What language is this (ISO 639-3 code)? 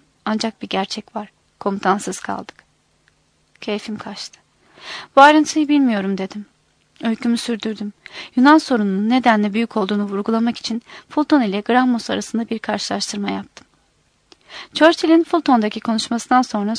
tur